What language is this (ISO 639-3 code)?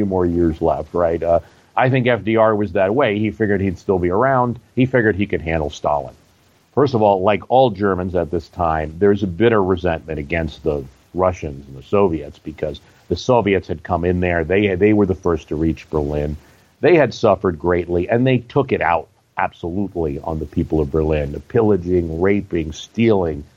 eng